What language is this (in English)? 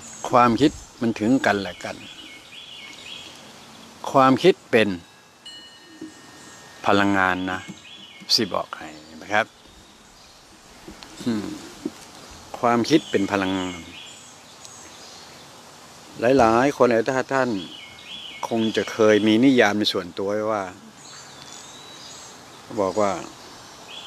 Thai